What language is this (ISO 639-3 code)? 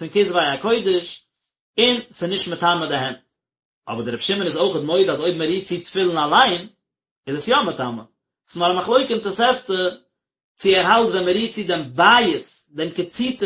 yid